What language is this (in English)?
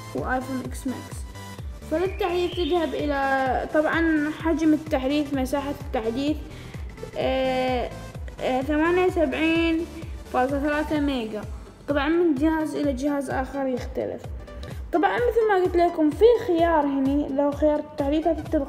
Gulf Arabic